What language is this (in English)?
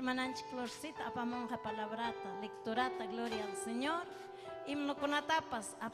Ayacucho Quechua